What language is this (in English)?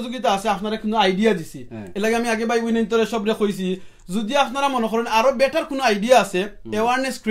Sylheti